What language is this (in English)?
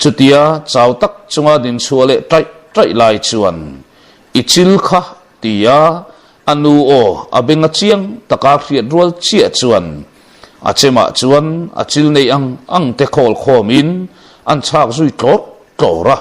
Mizo